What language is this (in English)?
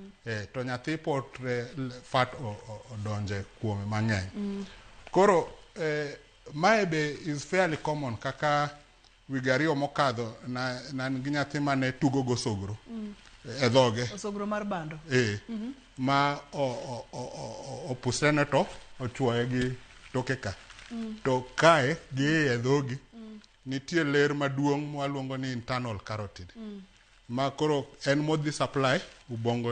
Luo (Kenya and Tanzania)